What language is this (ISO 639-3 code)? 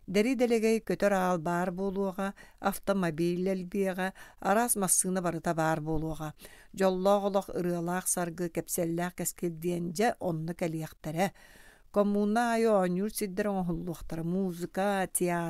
sah